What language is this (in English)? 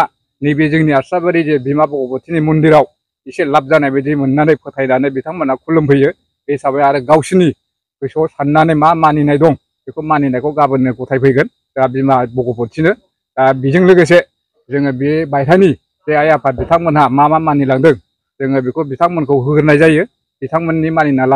Bodo